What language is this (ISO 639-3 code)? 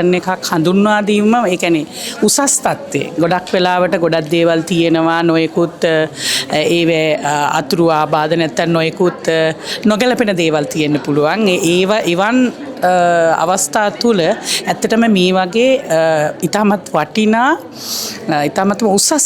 sin